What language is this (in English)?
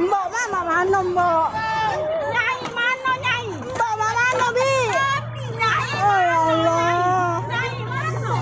Musi